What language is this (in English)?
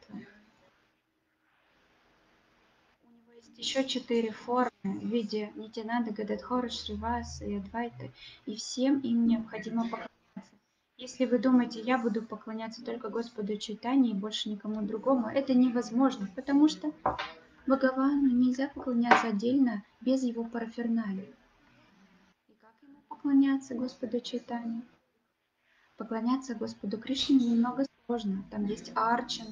Russian